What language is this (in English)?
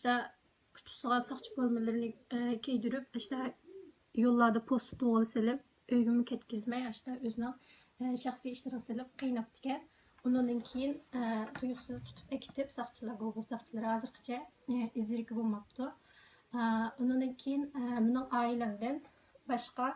Uyghur